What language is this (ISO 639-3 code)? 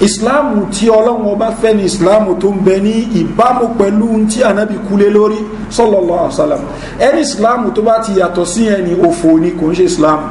yor